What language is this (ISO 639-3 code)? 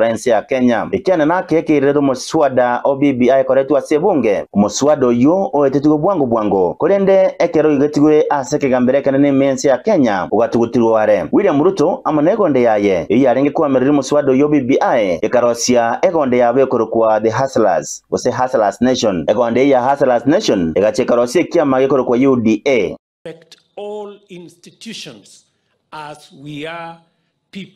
guz